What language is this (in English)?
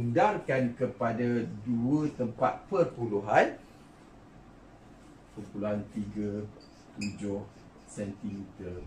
Malay